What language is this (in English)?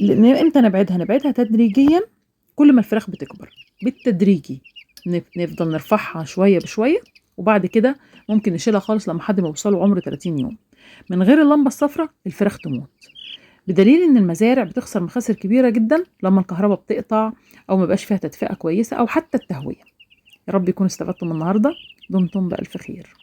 Egyptian Arabic